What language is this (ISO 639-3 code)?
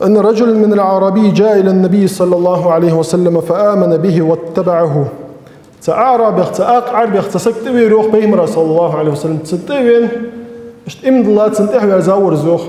inh